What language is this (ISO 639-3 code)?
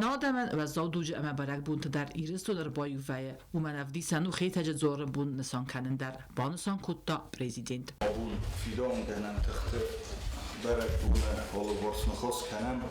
oss